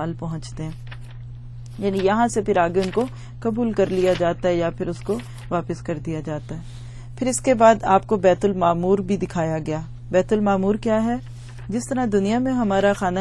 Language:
Urdu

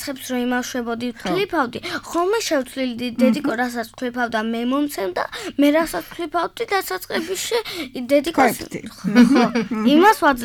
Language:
Georgian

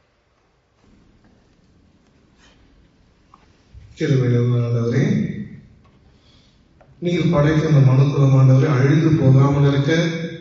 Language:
Tamil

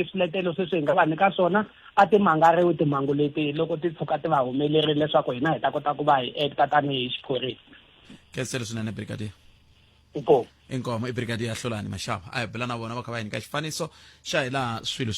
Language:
Tsonga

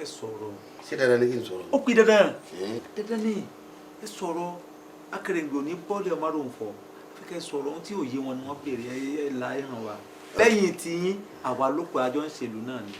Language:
Yoruba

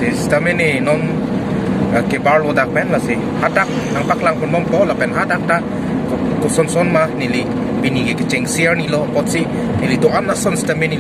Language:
Karbi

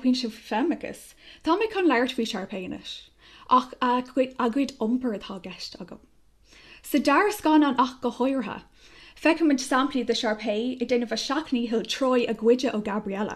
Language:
Irish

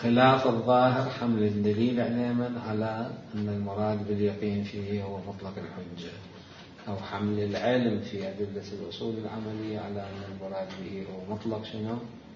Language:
Mesopotamian Arabic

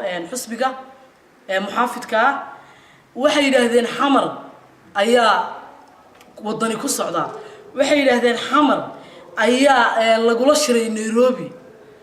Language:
Somali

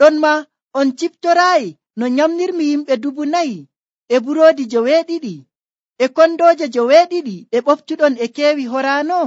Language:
Nigerian Fulfulde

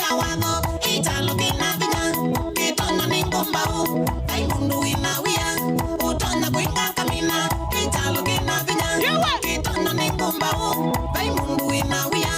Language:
Kamba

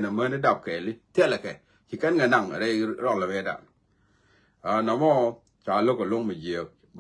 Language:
Nuer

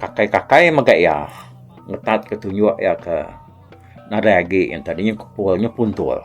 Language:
Iban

